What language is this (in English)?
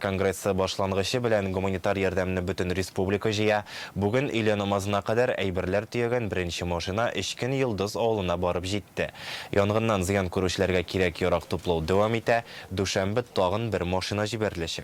Tatar